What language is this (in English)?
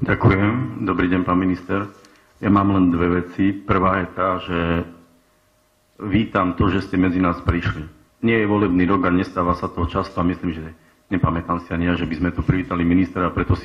Slovak